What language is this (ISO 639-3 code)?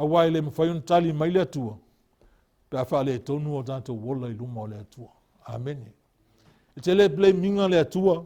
smo